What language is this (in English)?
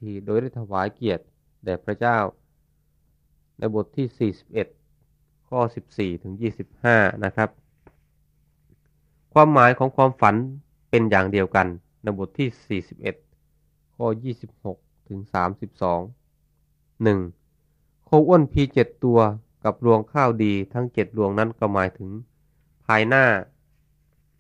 Thai